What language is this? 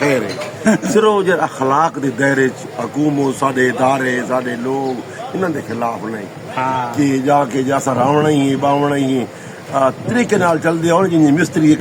Saraiki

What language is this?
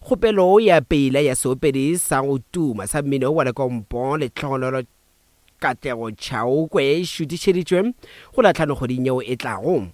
Northern Sotho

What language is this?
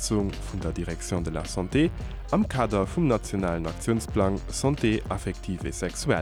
Luxembourgish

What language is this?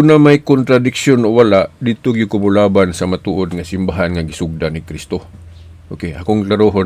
Cebuano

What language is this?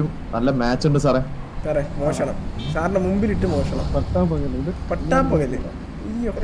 Malayalam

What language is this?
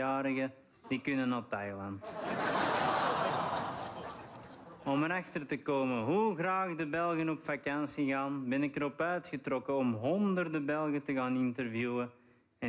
Dutch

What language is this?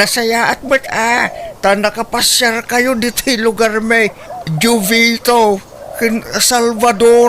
Iloko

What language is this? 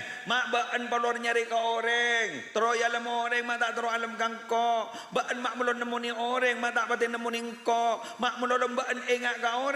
Madurese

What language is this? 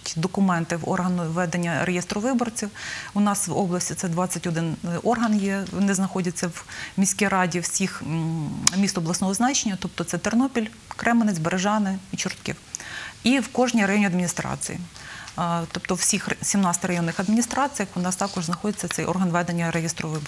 Ukrainian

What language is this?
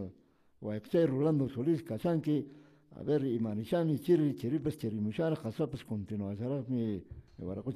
Quechua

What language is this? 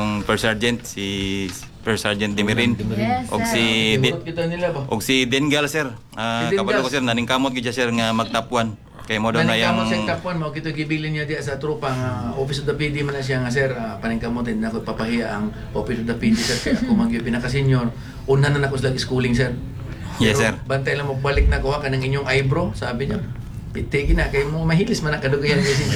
Cebuano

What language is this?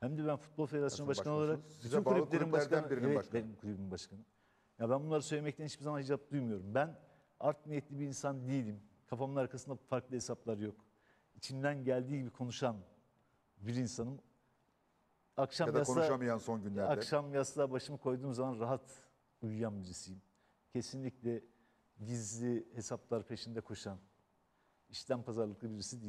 Turkish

